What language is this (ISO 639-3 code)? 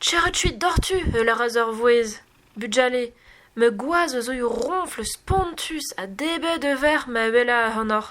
bre